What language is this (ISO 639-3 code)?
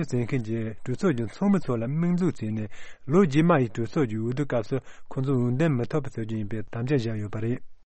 bod